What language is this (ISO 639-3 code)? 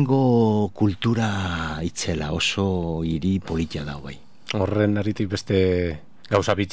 eus